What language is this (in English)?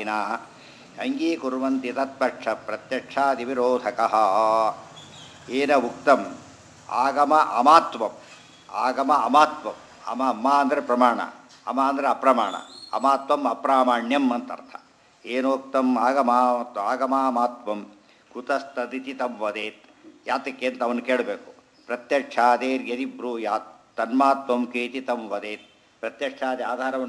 Kannada